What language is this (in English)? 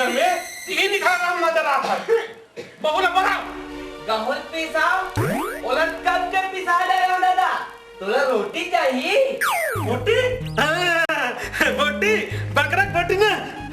Chhattisgarhi